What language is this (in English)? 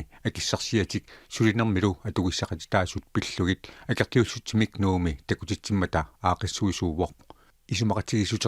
Kalaallisut